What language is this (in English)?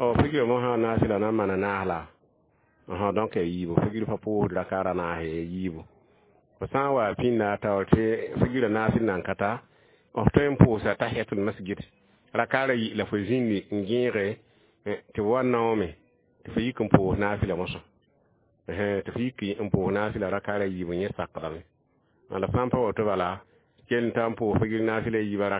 Mossi